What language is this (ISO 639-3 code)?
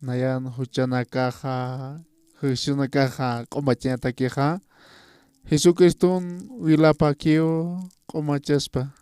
aym